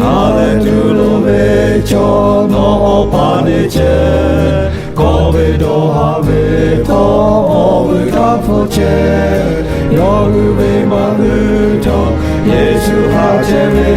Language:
Lahu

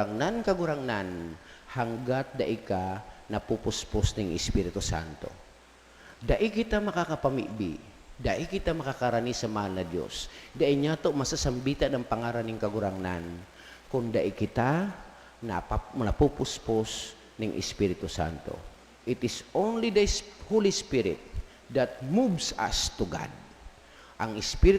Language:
Bikol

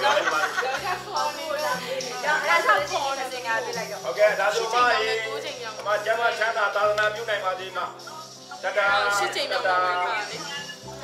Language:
Burmese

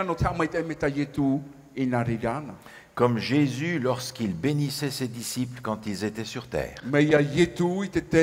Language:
Tahitian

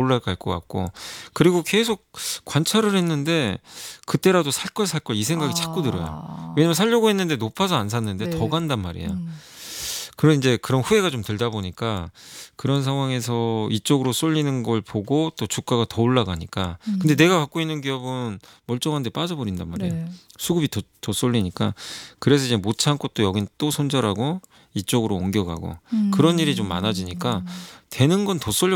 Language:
Korean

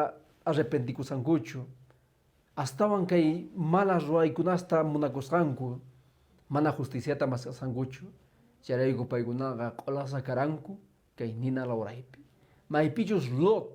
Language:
Quechua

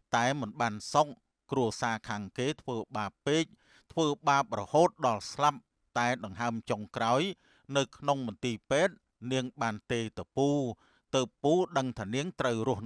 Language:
Khmer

